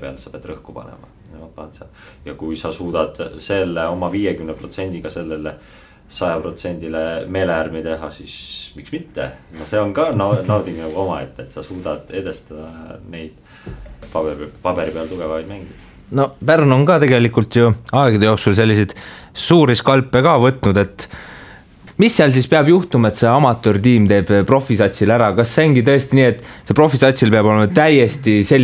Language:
Estonian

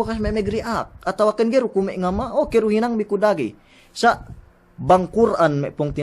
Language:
Yakan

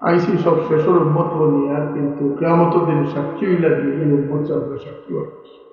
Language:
Sylheti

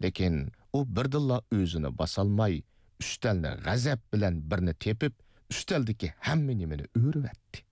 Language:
Uyghur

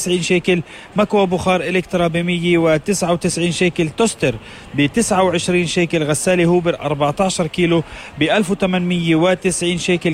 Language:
North Levantine Arabic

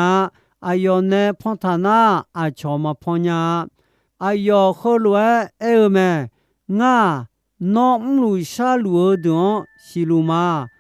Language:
Akha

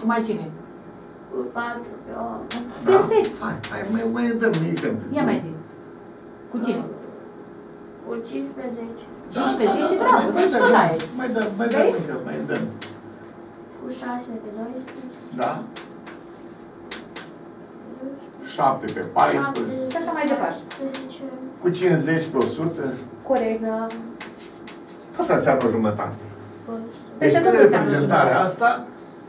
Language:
Romanian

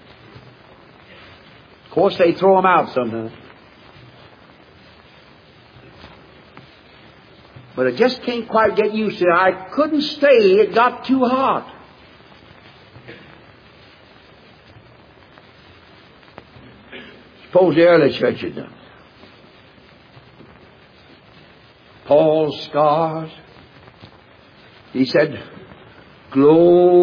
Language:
English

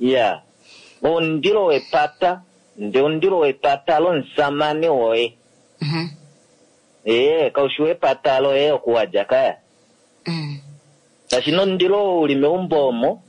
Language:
Kuanyama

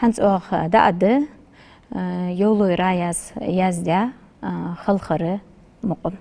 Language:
Ingush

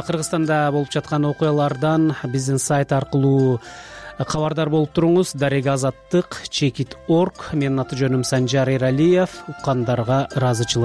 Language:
Kyrgyz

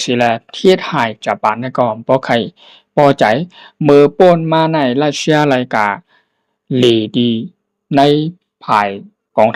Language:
Shan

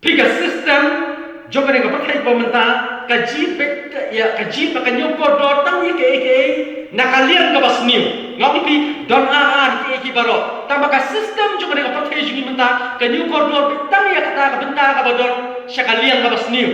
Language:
Khasi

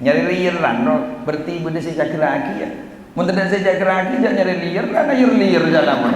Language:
Madurese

